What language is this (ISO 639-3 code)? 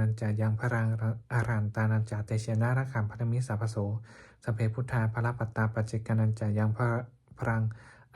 pli